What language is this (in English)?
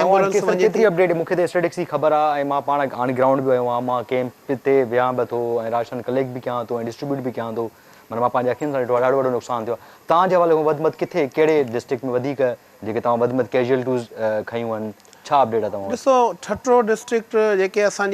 Sindhi